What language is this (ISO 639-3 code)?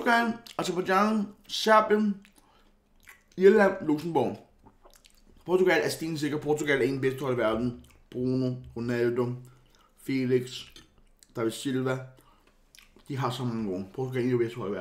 dan